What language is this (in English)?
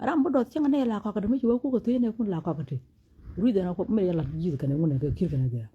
Nuer